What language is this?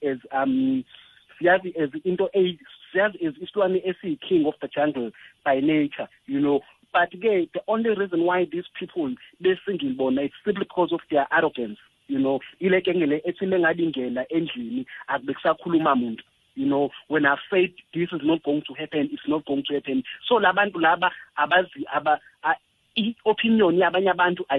South Ndebele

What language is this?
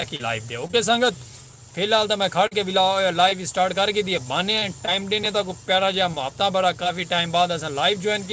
Saraiki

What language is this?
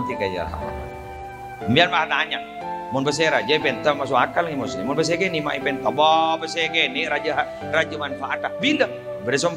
Madurese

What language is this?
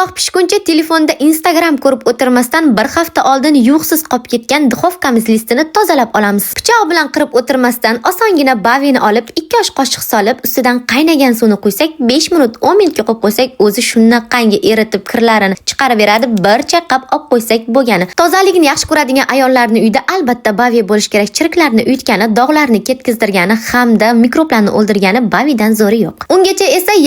Uzbek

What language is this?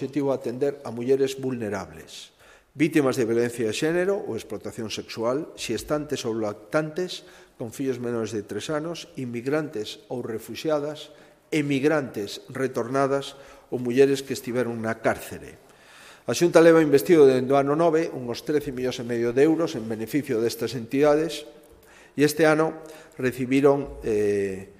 Galician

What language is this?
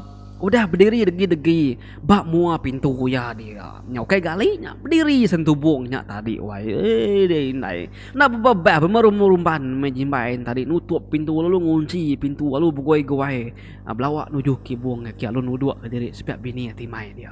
Iban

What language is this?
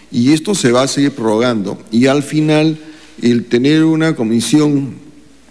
Spanish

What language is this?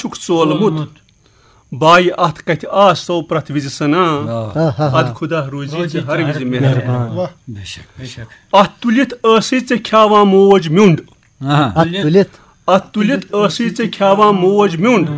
Kashmiri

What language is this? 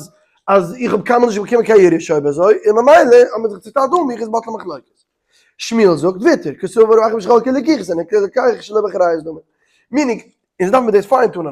Yiddish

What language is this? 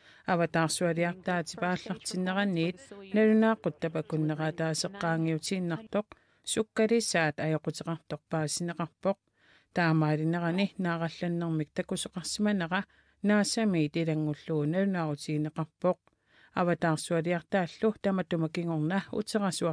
Kalaallisut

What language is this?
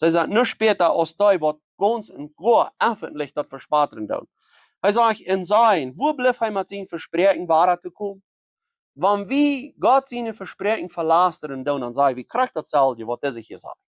Plautdietsch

